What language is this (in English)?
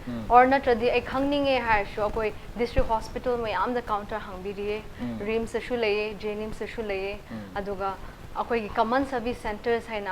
Manipuri